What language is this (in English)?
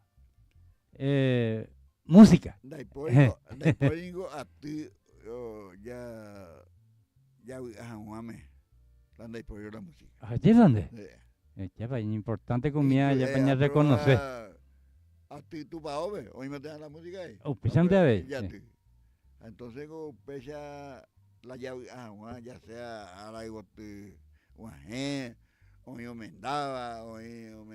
Guarani